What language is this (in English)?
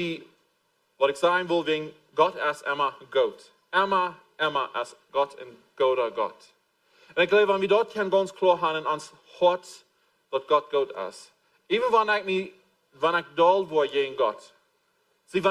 Plautdietsch